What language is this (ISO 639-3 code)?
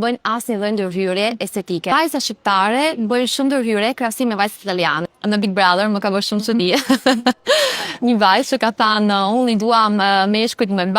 sqi